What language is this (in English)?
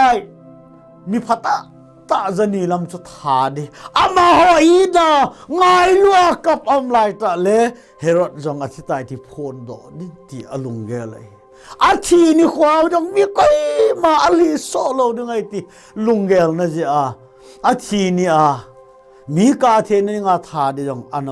Thado Chin